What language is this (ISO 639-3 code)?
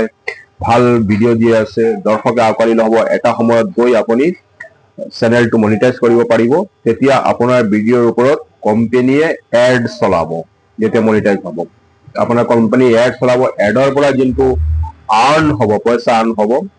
asm